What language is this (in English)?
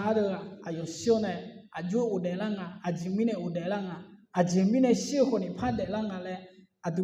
Akha